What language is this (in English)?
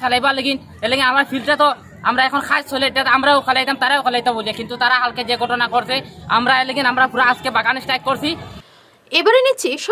Bangla